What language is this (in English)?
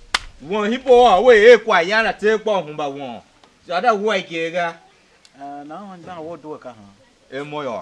Tiv